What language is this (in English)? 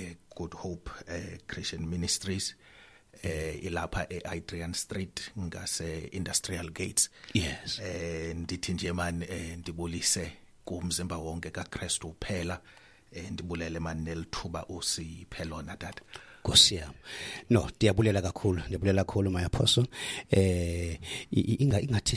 Xhosa